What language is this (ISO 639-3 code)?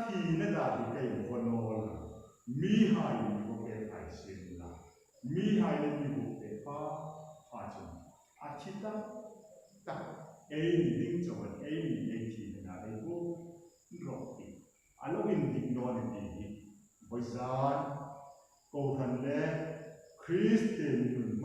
hmr